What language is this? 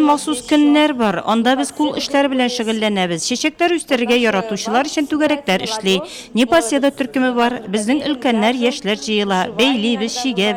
Tatar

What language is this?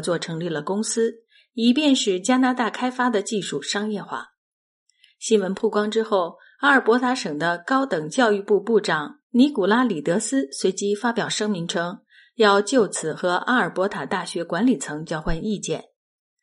Chinese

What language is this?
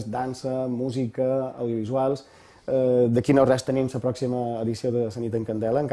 Catalan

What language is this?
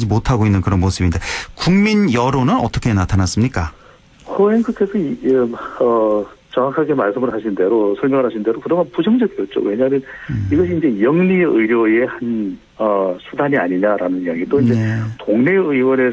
Korean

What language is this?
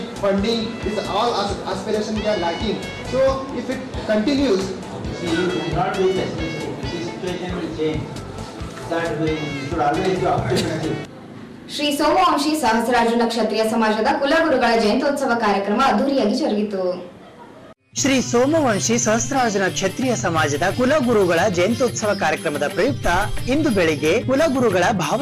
Kannada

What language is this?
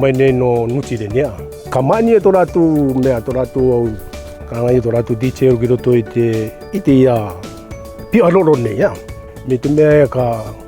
Rarotongan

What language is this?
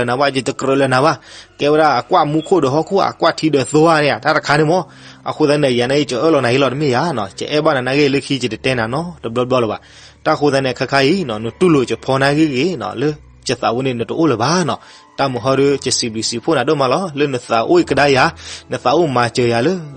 S'gaw Karen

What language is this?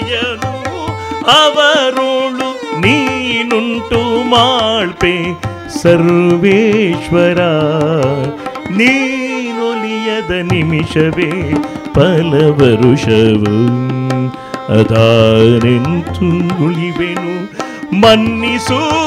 Kannada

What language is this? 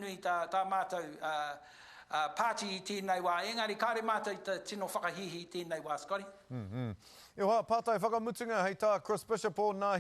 Māori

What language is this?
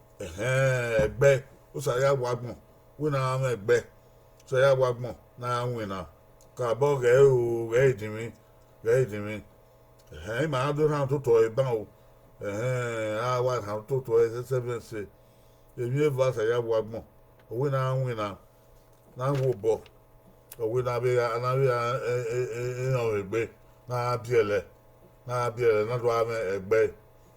Bini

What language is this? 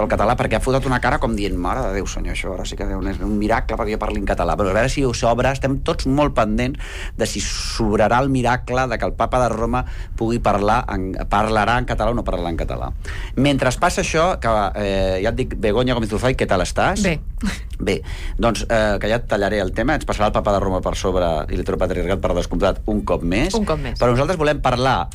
Catalan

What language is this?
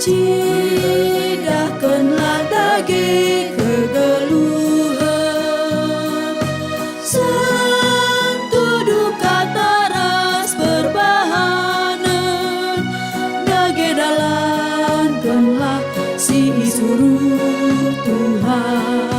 Batak Karo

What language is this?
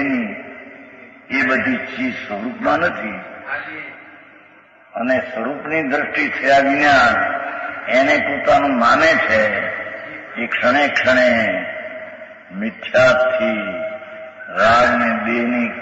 Gujarati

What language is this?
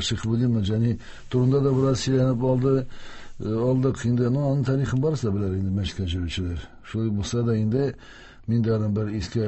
Tatar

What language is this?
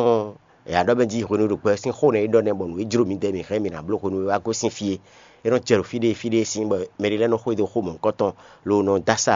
Fon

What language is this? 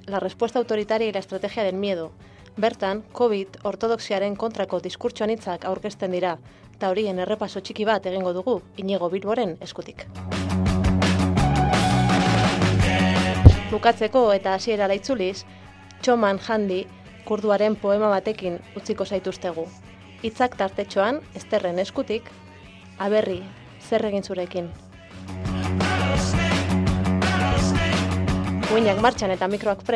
Basque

